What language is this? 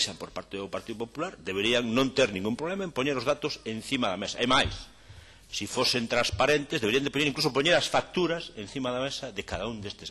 Galician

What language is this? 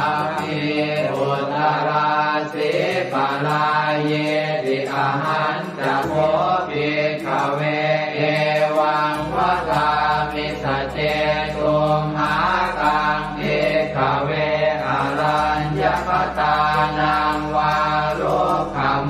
Pali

